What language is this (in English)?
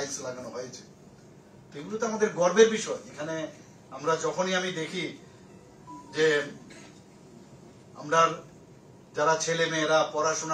Bangla